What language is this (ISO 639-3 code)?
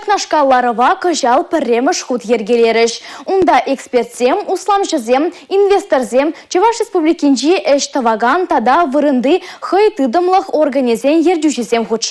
chv